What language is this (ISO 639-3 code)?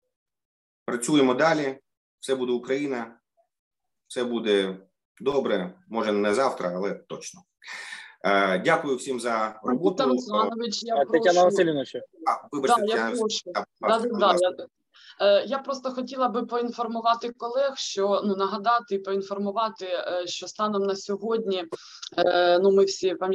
ukr